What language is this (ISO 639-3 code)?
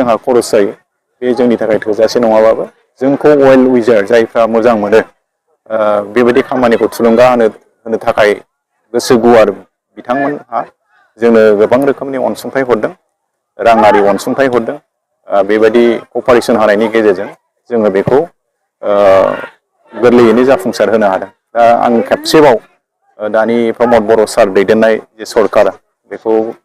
brx